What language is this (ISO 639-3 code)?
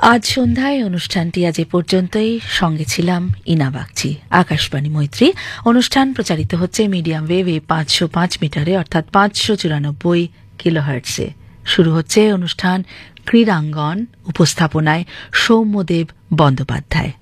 ben